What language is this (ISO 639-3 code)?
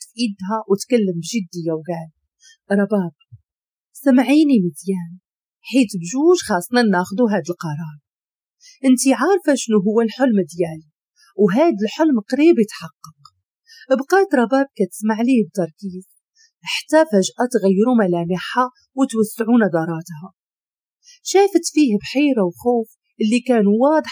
ary